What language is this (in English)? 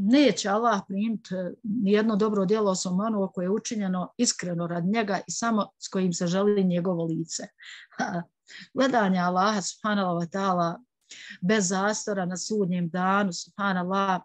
Bosnian